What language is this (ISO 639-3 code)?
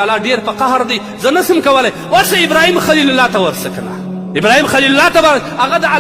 pus